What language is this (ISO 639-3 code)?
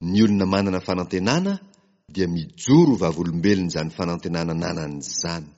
mlg